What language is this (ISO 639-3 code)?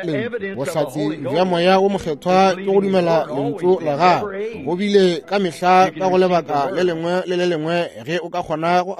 nso